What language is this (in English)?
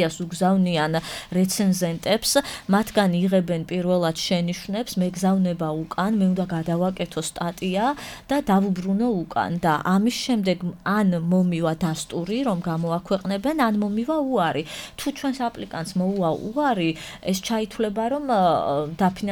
Georgian